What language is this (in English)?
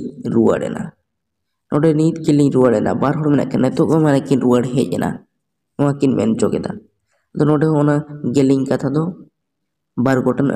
Santali